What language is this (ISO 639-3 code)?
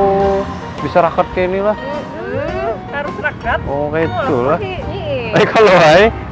bjn